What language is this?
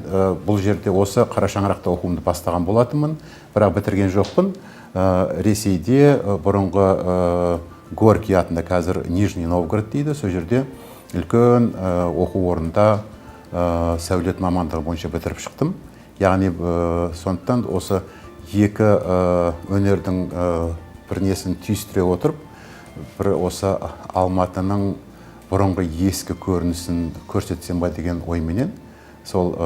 Kazakh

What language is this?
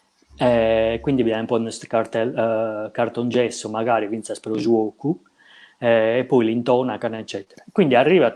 Sardinian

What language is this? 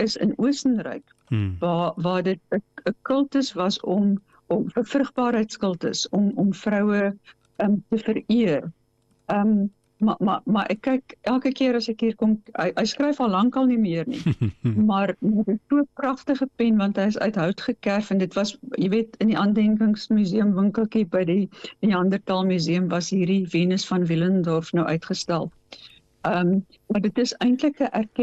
Afrikaans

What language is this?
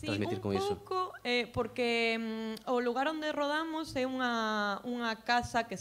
Galician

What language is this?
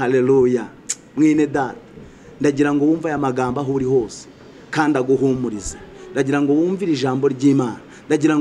Kinyarwanda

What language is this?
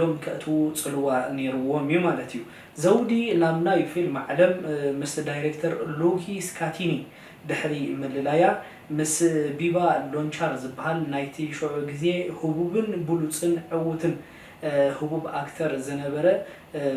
Tigrinya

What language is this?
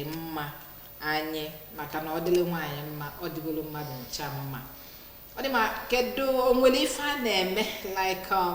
Igbo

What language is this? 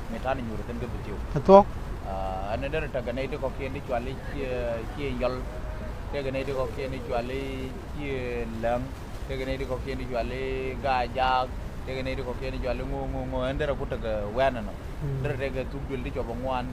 Nuer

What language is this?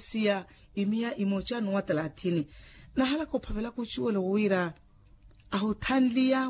Makhuwa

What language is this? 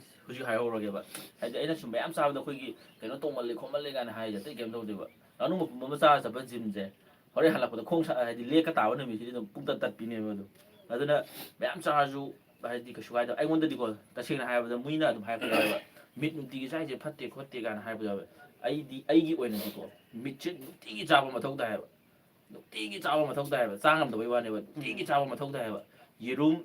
Manipuri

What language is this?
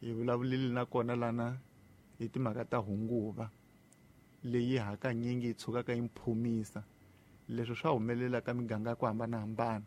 Tsonga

